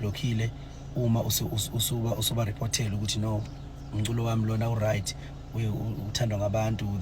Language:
Zulu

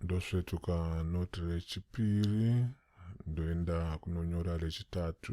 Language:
Shona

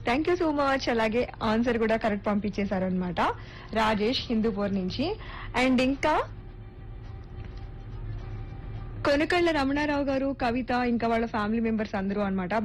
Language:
Telugu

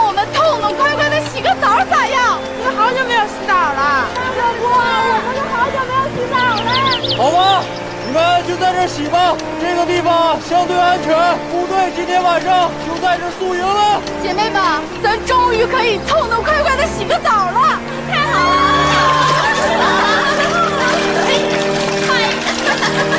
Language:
Chinese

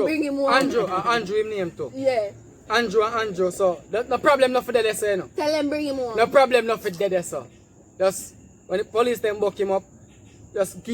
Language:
Jamaican Creole English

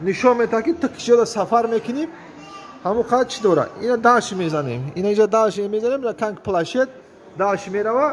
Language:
Tajik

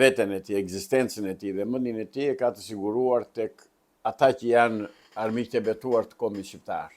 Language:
Albanian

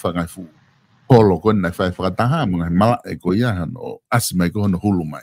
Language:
Tongan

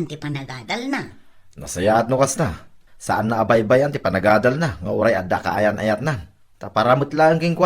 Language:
Iloko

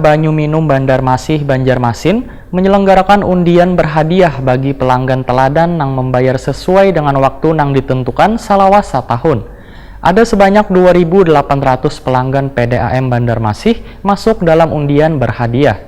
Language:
Banjar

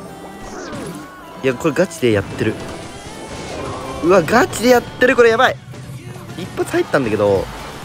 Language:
Japanese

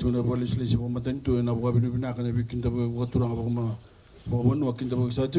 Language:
Fijian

